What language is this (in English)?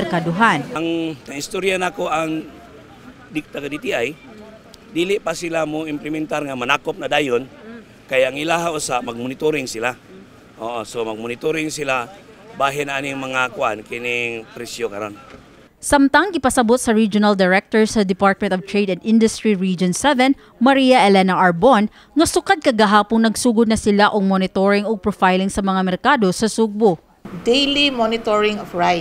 Cebuano